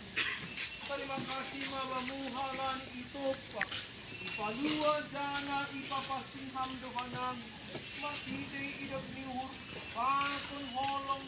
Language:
Batak Simalungun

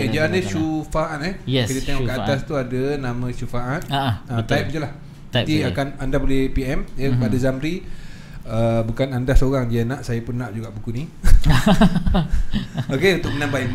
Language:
Malay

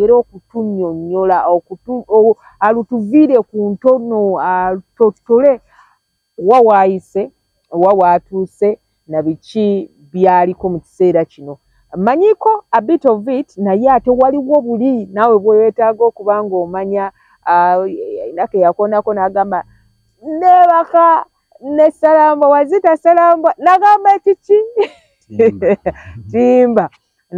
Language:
Ganda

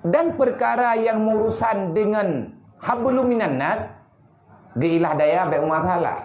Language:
Achinese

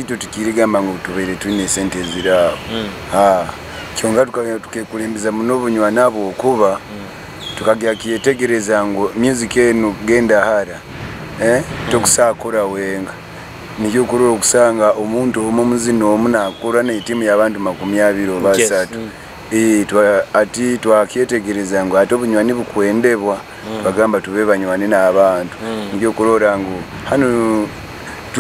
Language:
Nyoro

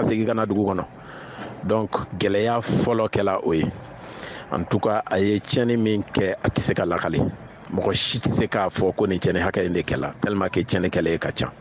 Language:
Bambara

